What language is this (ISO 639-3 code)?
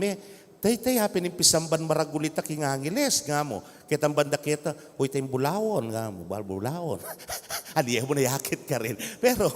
pam